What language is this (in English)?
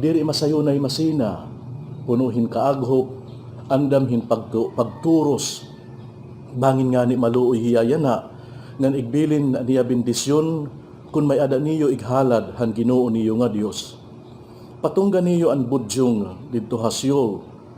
Waray